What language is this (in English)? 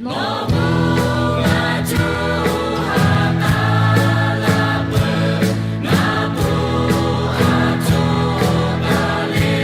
Lahu